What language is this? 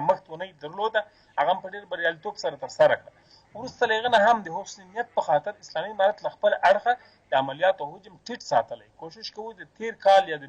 Pashto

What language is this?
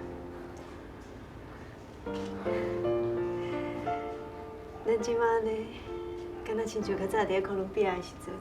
Min Nan Chinese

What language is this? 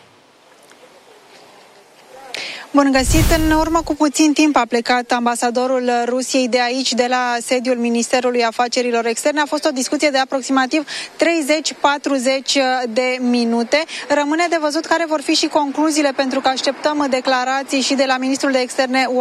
Romanian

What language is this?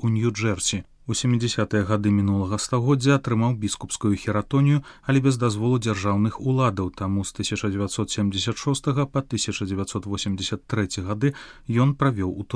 Belarusian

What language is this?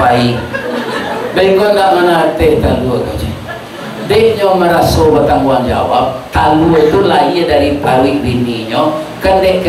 Minangkabau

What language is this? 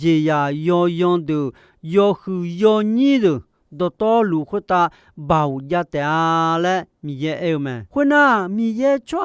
Akha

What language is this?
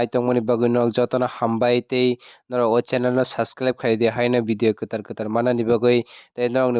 Kok Borok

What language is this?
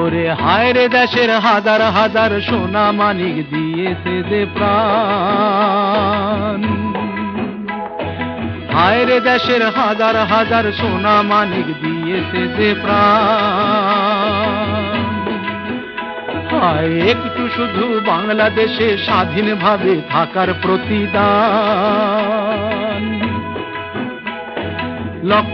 Bangla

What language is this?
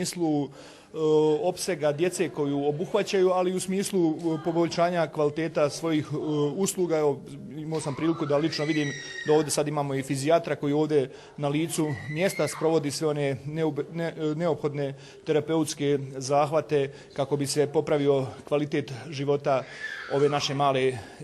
Bosnian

